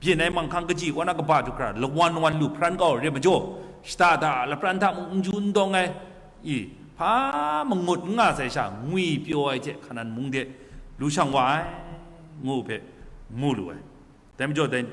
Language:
Kachin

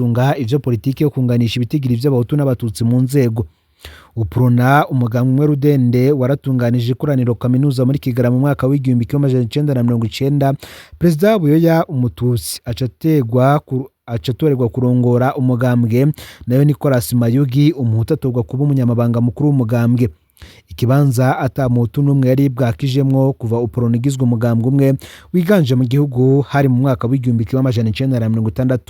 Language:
Rundi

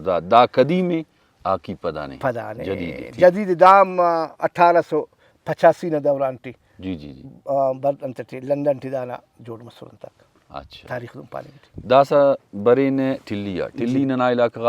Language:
Brahui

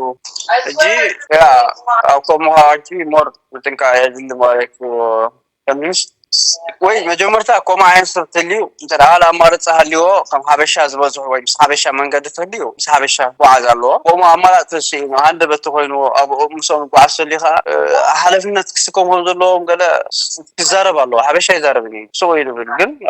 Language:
Tigrinya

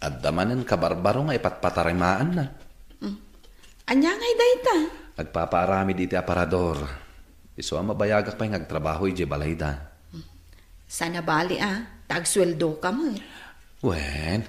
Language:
Iloko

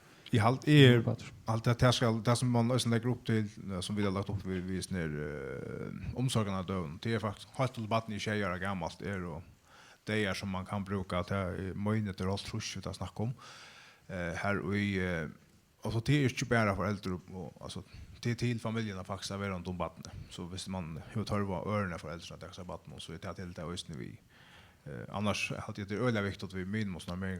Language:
Faroese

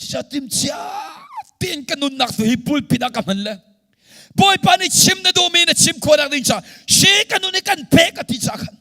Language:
Hakha Chin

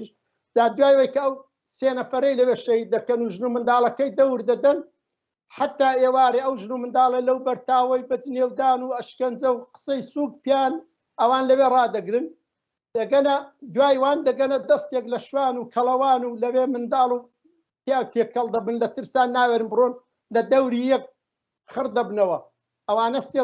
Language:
Central Kurdish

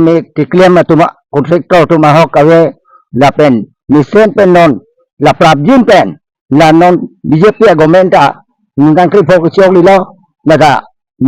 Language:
Karbi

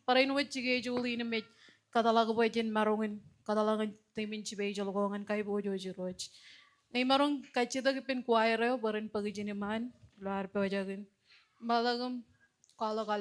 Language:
Marshallese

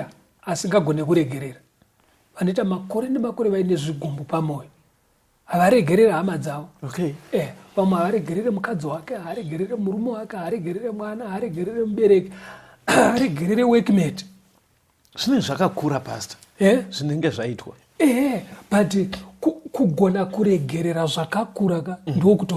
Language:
Shona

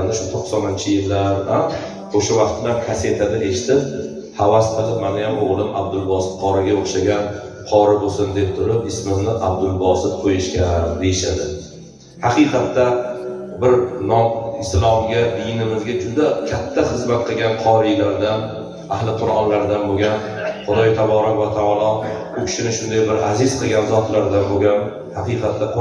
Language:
Uzbek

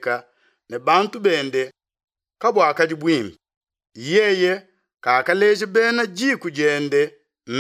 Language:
Luba-Lulua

